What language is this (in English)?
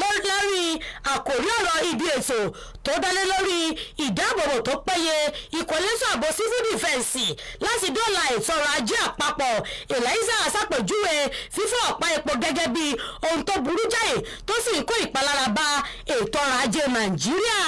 Yoruba